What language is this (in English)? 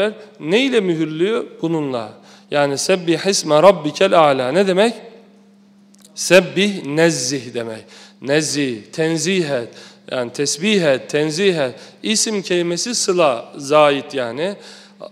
Turkish